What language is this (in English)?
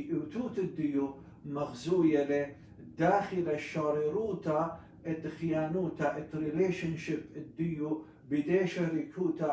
Assyrian Neo-Aramaic